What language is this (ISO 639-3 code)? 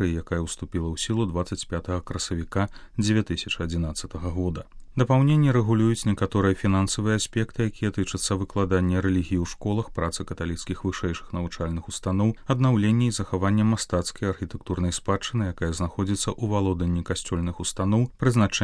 bel